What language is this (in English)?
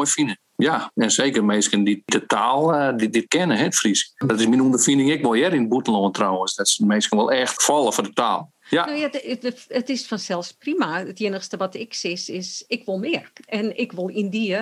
Western Frisian